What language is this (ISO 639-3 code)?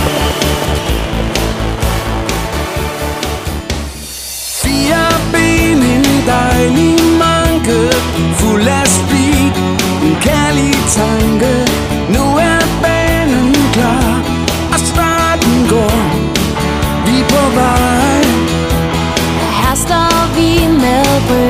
dan